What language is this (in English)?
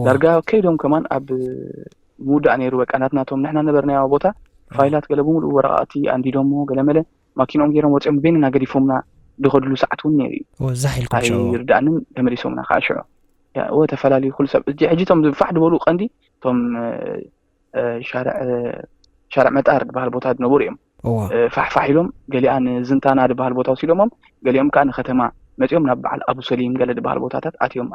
Tigrinya